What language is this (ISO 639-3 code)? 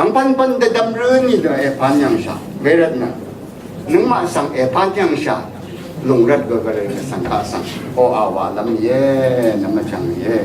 raw